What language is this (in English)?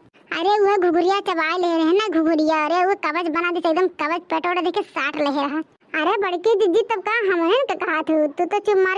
Awadhi